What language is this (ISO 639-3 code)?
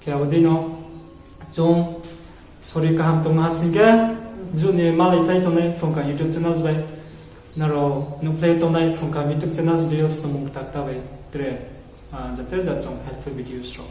ria